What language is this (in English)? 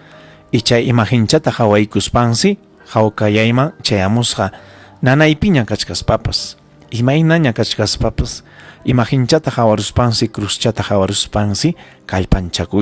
Ayacucho Quechua